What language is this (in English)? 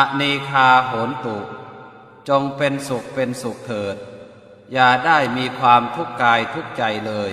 Pali